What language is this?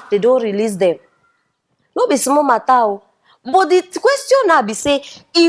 Nigerian Pidgin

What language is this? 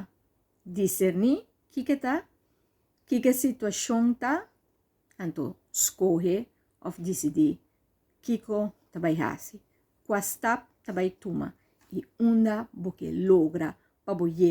Papiamento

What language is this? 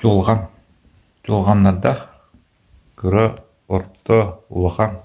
Yakut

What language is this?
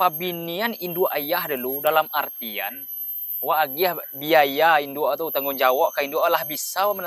Minangkabau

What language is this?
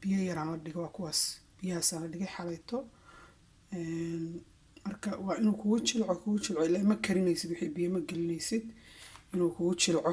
Somali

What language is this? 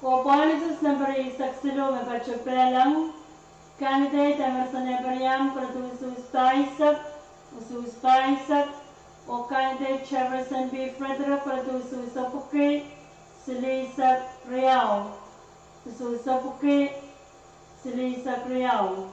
Pohnpeian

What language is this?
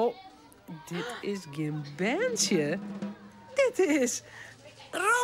Western Frisian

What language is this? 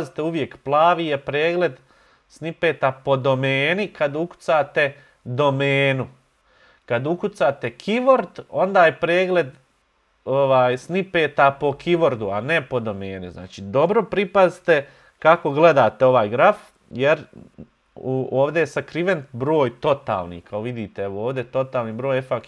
Bosnian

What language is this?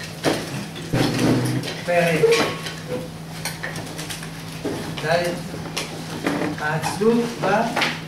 Hebrew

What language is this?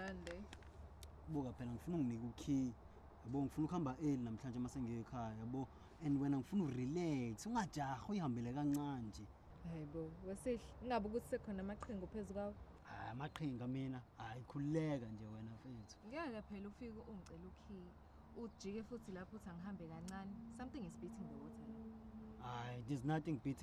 Zulu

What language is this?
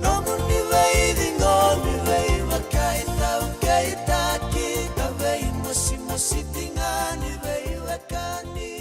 Fijian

